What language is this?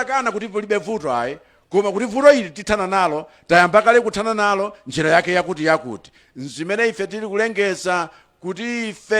Nyanja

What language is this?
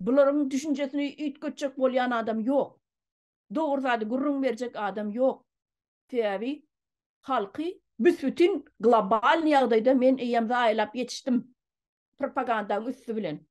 Turkmen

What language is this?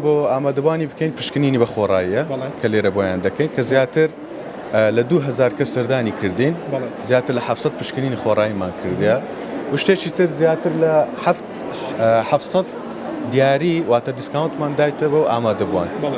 Central Kurdish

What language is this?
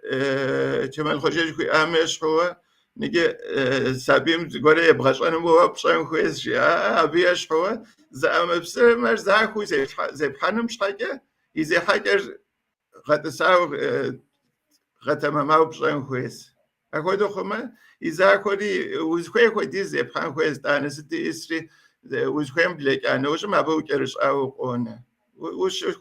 Kabardian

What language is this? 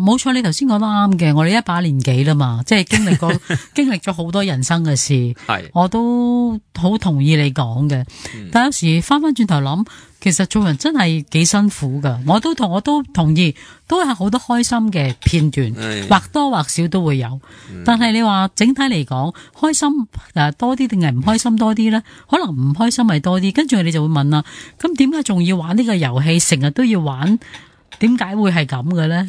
Cantonese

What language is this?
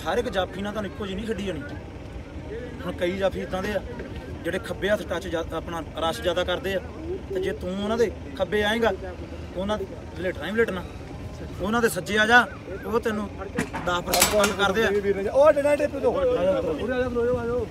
Punjabi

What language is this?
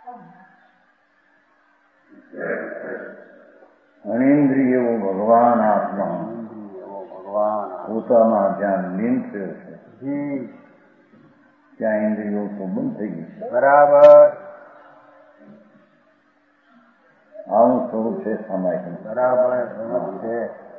Gujarati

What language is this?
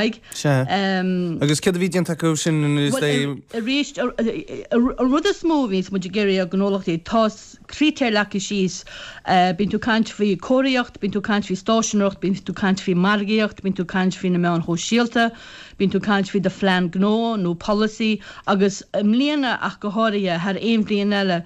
Irish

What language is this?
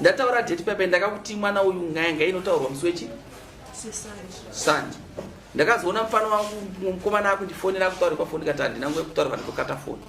Shona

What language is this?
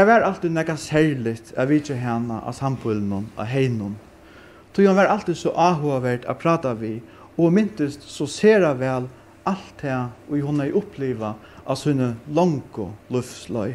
Faroese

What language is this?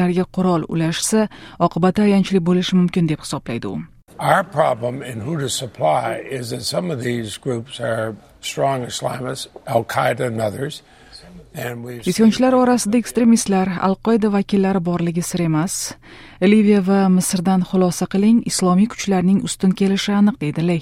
Uzbek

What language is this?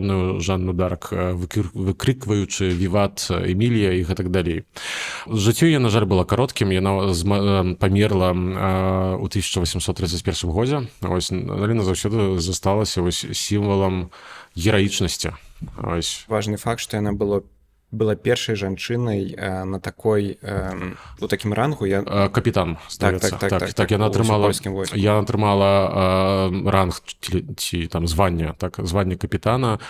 Belarusian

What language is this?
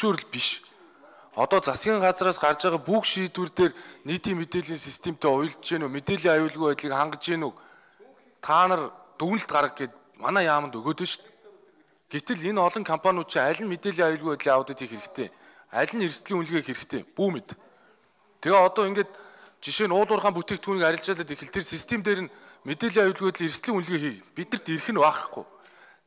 Mongolian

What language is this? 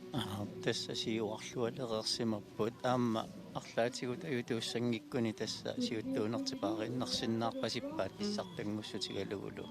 Kalaallisut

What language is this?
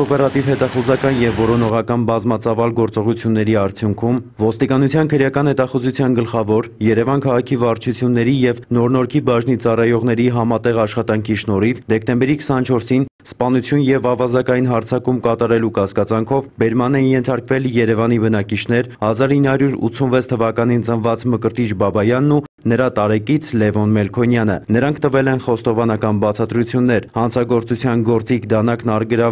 Armenian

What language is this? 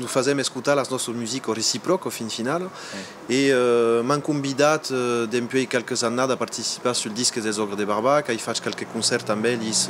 Occitan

